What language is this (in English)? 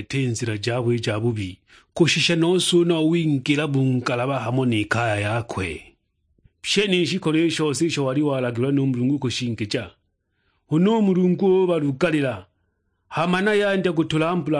Sukuma